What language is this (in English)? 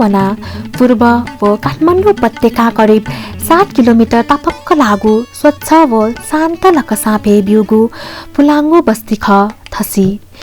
Newari